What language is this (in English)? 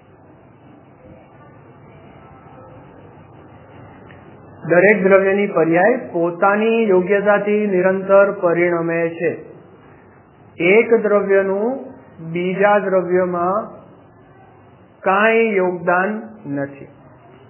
Gujarati